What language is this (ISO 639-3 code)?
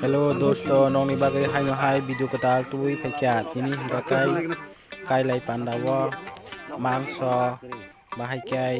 trp